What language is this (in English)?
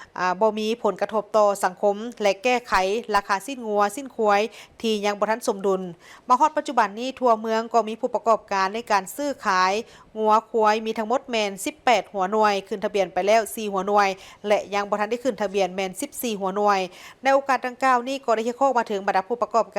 Lao